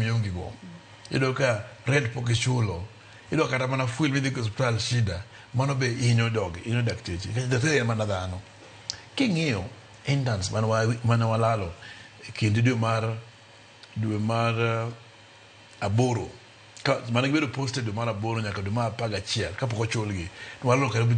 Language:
Luo (Kenya and Tanzania)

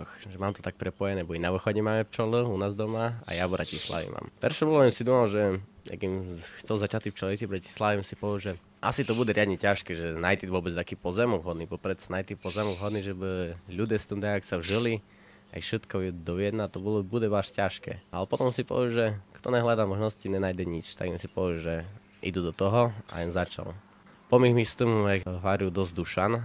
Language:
Rusyn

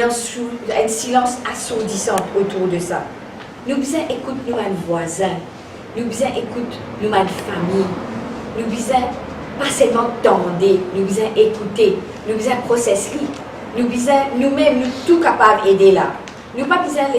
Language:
Morisyen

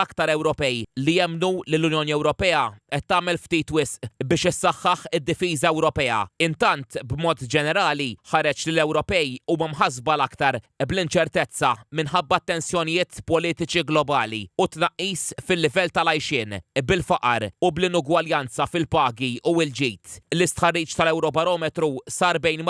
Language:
Maltese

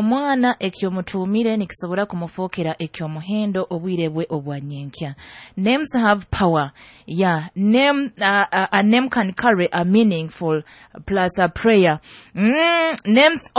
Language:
Nyoro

